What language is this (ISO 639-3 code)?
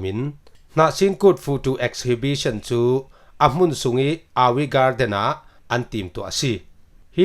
cfm